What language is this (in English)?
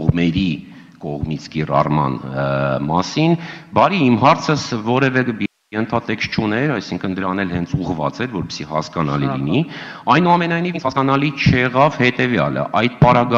Armenian